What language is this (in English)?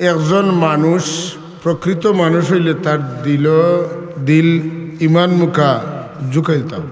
Sylheti